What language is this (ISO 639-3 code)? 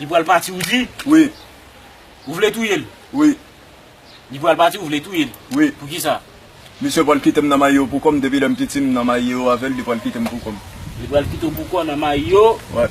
hat